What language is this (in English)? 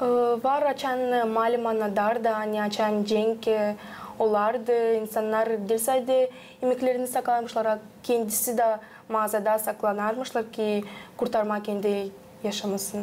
Gagauz